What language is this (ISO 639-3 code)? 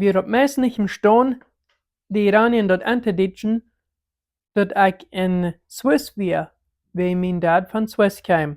pdt